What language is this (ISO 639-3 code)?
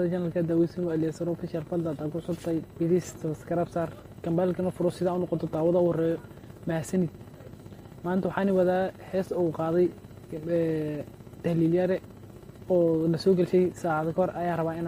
som